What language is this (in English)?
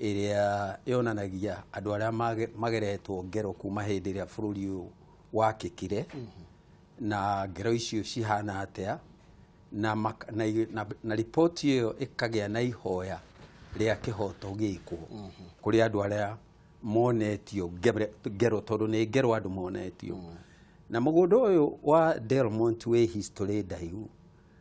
Kikuyu